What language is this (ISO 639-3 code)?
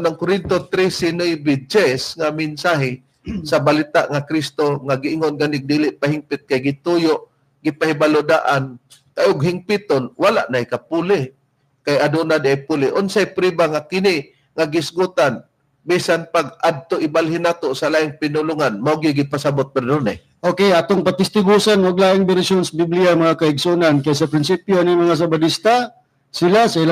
ceb